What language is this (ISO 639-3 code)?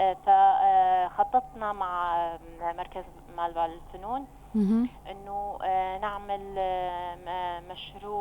apc